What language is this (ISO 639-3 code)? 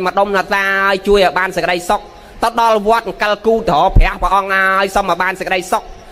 khm